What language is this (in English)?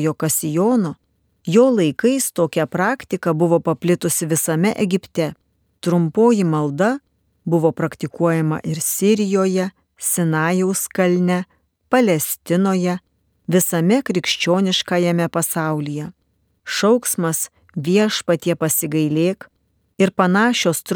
Lithuanian